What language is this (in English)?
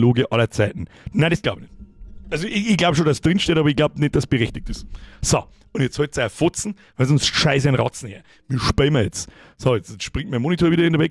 Bavarian